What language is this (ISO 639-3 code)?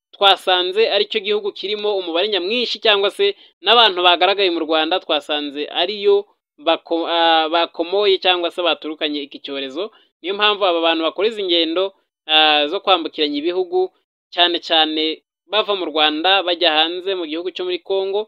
kin